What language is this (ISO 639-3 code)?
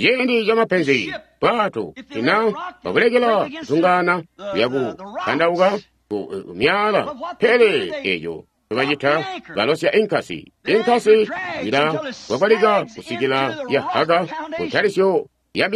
toi